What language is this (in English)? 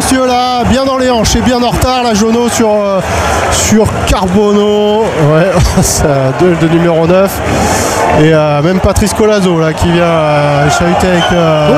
French